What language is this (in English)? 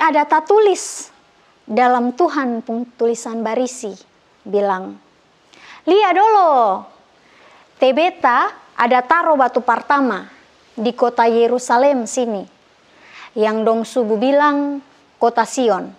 Kupang Malay